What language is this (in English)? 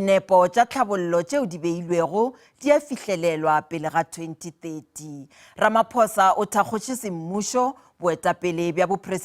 Northern Sotho